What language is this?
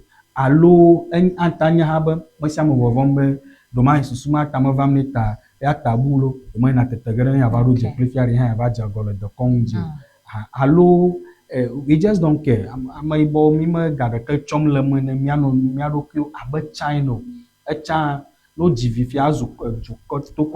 Ewe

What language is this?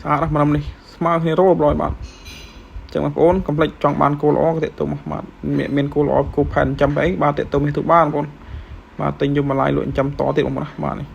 Khmer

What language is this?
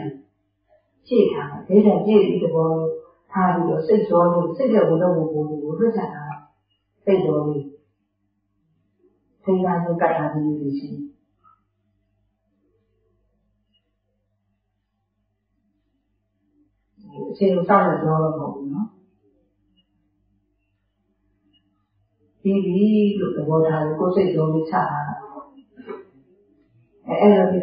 Burmese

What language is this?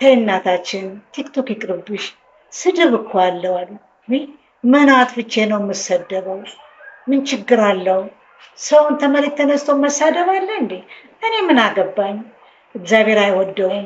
Amharic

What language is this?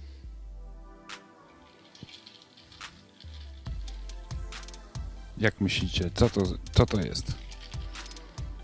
Polish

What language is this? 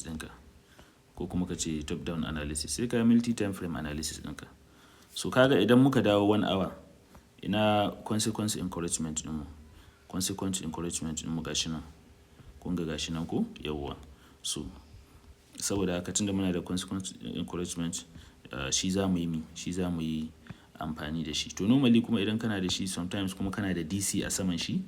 Hausa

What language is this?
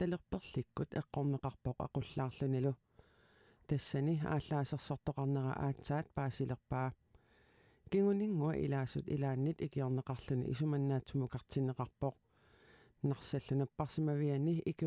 Kalaallisut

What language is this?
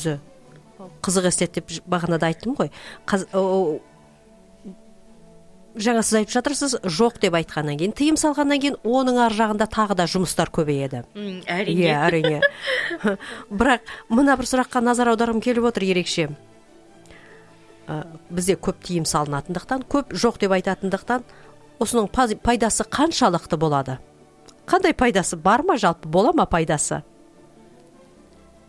Kazakh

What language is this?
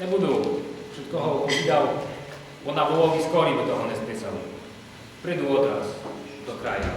Rusyn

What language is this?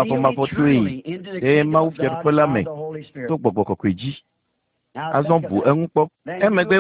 Ewe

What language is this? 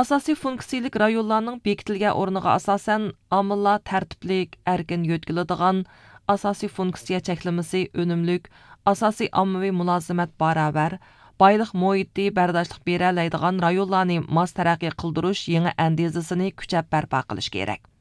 Uyghur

